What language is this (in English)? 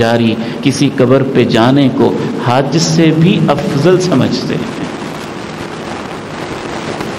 Urdu